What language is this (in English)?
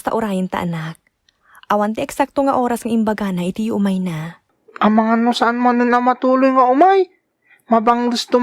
Iloko